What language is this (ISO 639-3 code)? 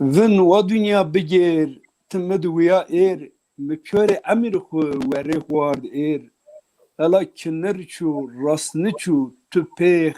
zza